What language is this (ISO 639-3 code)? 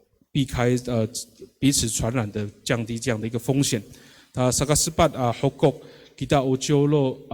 ami